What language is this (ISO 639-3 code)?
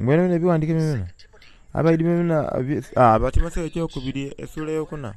xog